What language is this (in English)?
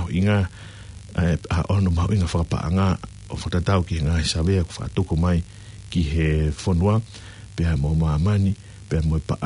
Tongan